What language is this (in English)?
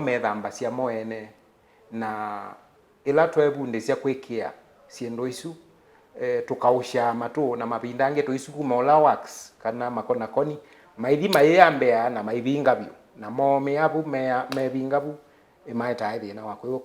Kamba